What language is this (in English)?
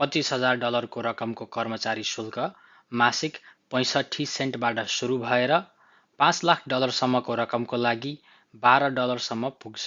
Nepali